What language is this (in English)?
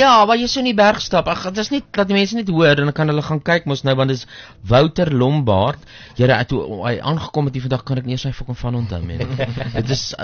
Afrikaans